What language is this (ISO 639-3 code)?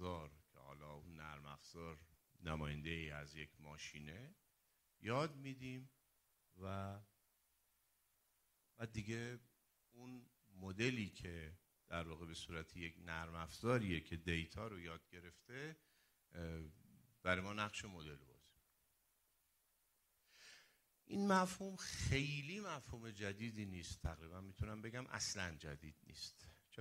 fas